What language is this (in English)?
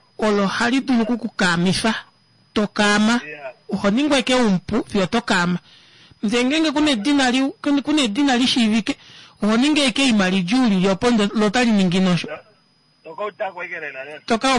Kuanyama